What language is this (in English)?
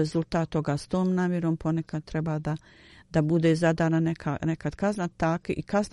Bosnian